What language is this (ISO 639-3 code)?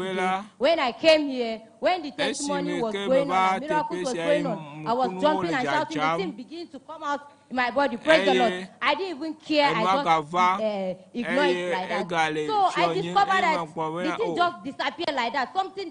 ewe